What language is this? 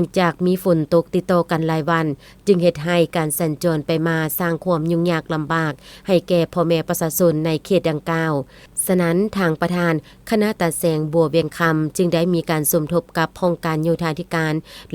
Lao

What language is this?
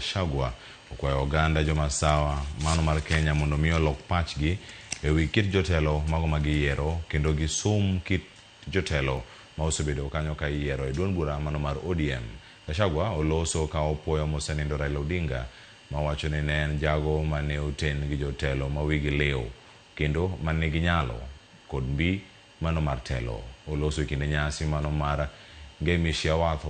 Luo (Kenya and Tanzania)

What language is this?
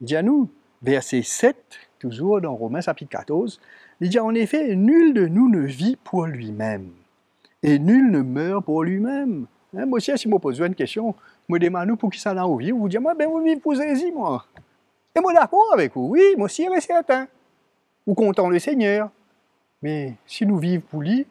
Morisyen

